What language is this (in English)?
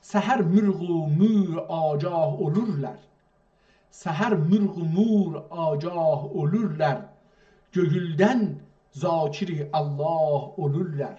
South Azerbaijani